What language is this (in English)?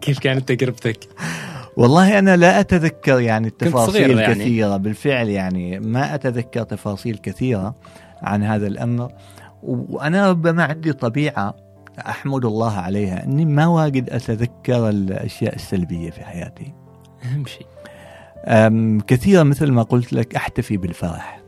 Gulf Arabic